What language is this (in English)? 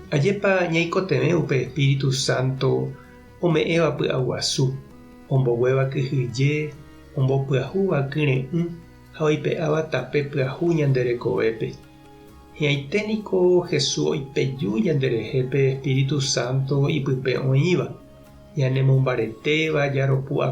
Guarani